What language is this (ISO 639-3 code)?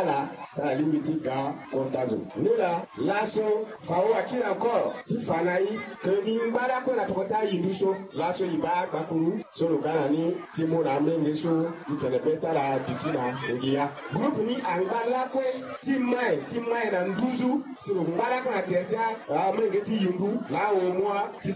sag